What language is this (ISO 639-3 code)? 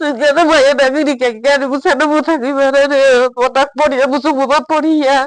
trp